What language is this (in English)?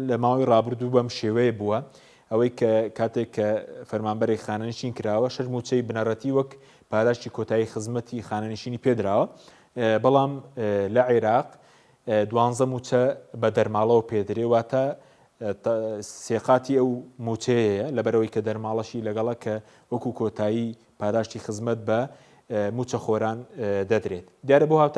Central Kurdish